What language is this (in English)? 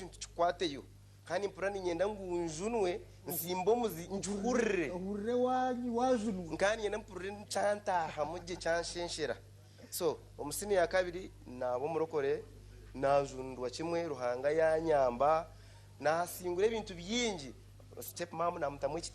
Nyankole